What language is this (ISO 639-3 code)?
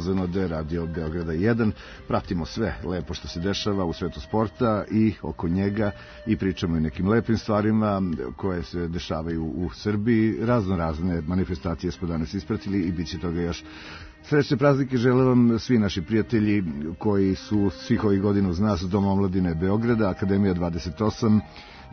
srp